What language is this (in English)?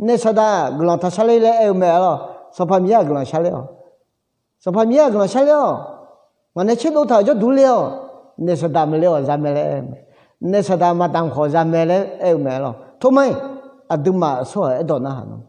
Akha